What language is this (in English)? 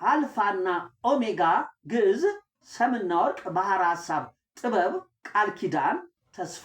Amharic